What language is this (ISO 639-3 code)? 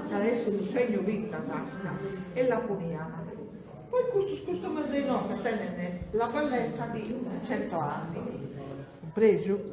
srd